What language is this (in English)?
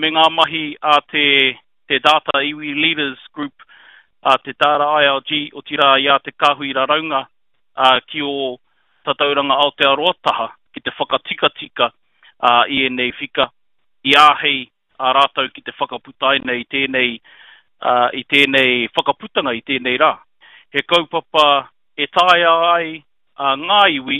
Māori